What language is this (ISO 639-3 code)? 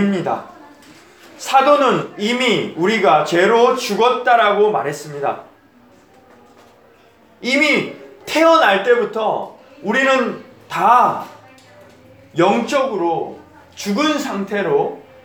kor